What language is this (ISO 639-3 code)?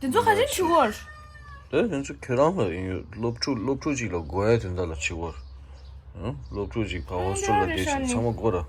bod